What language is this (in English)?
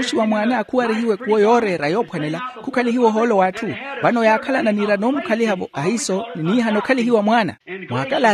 Makhuwa